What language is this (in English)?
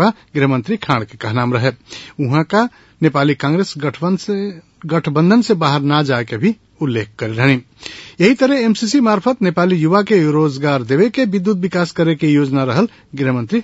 Bhojpuri